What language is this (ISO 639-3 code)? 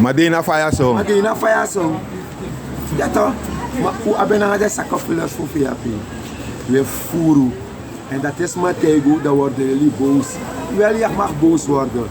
srn